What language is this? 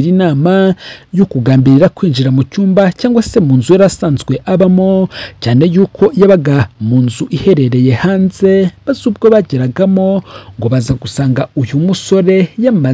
Kinyarwanda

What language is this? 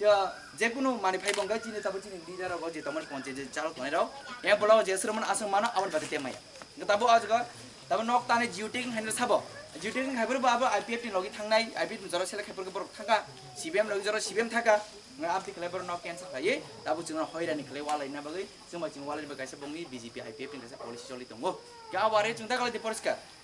Kok Borok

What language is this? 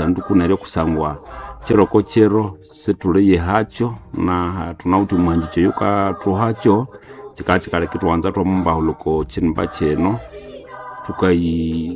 Nande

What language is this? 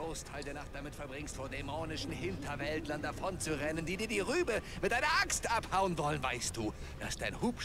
Bavarian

